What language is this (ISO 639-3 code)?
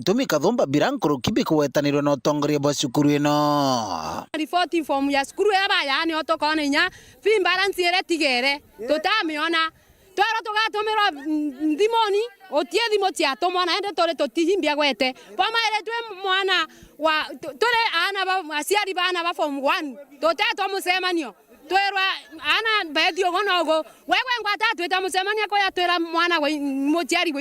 mer